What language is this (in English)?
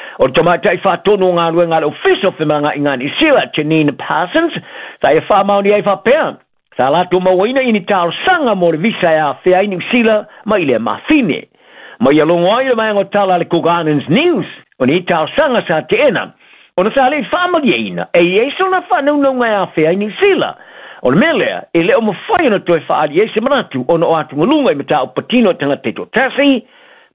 Samoan